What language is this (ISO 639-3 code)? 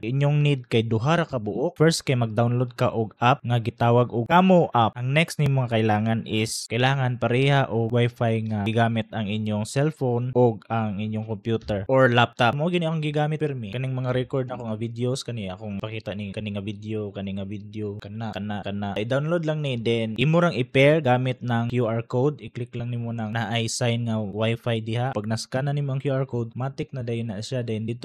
ceb